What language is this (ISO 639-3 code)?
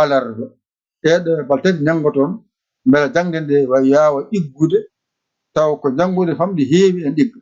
ful